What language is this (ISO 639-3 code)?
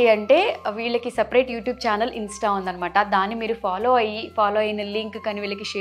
tel